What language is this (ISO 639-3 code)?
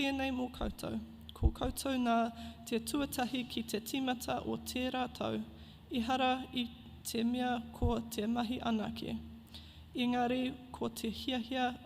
mri